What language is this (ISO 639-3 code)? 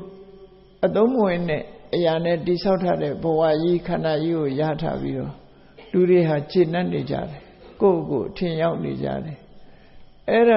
mya